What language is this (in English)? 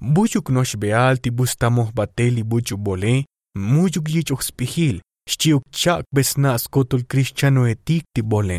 Tzotzil